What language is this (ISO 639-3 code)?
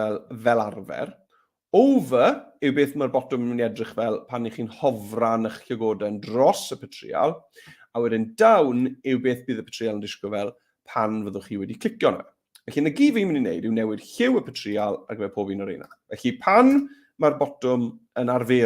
cym